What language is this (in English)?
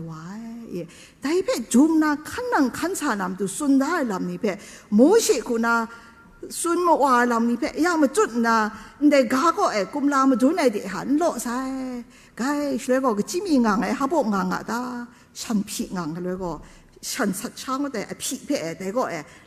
Kachin